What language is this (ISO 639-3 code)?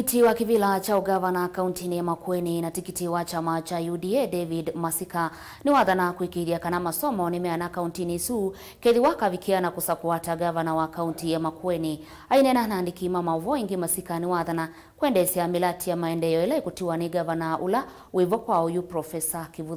kam